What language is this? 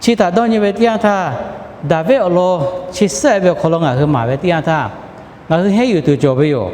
Lahu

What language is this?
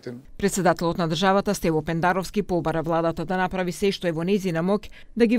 Macedonian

